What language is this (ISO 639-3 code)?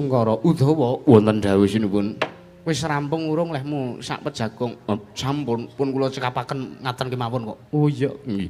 jav